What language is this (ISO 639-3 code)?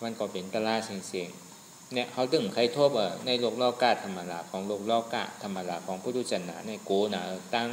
shn